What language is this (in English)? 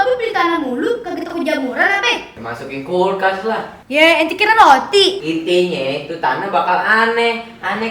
Betawi